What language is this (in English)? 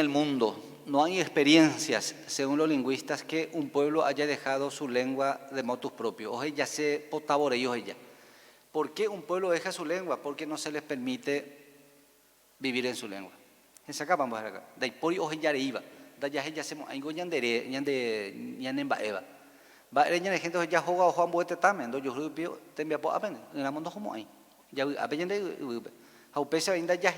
Guarani